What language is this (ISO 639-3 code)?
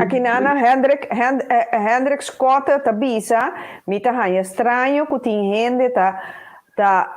pap